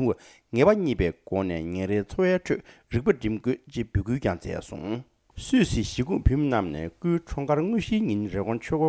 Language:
Tibetan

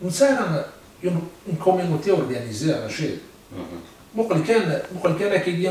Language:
Kabyle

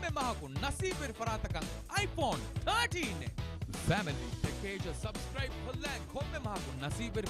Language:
Divehi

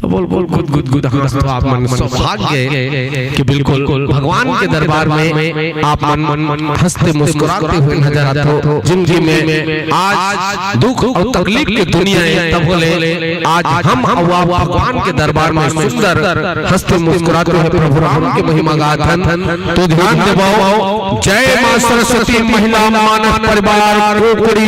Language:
Chhattisgarhi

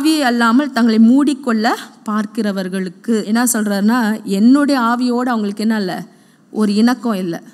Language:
Tamil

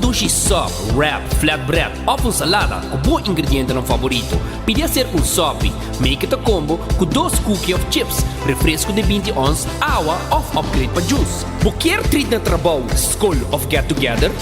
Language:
Papiamento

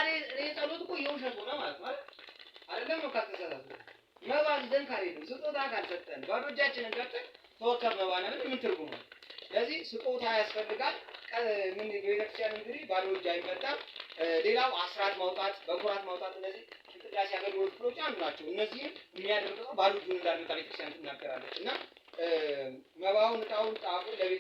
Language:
Amharic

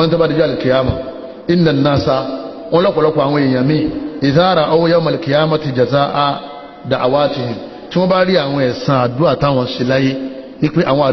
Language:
Yoruba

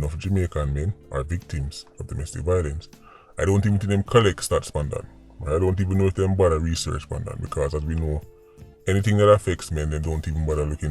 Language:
Jamaican Creole English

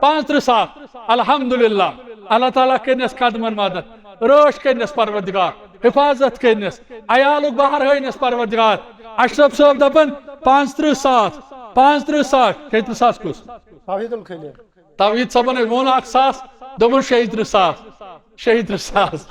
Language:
Kashmiri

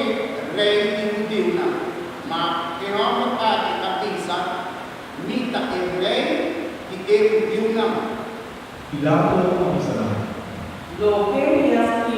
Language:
Papiamento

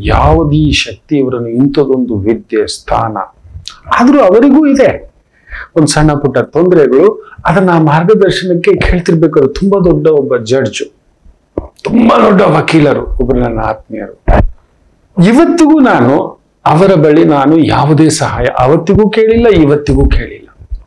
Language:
Kannada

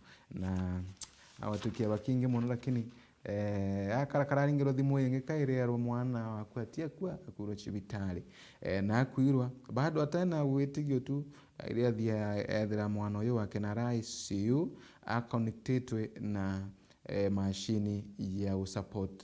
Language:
Meru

